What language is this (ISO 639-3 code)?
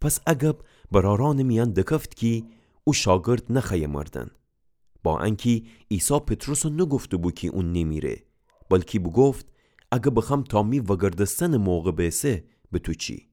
glk